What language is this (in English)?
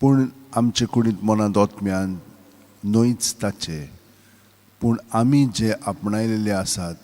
Konkani